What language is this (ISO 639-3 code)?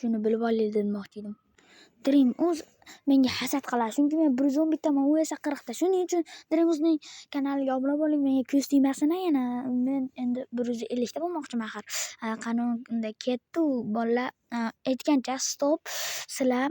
uzb